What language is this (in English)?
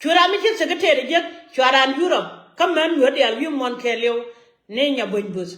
Nuer